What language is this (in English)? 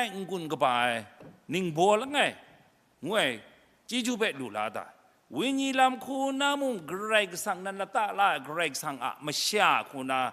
Kachin